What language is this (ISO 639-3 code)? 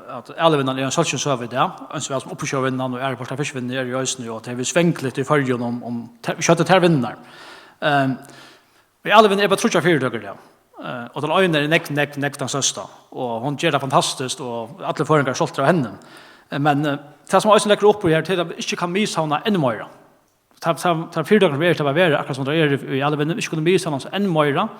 fao